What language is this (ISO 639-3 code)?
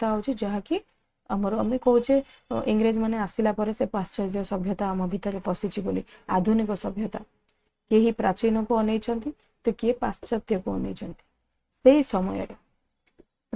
ori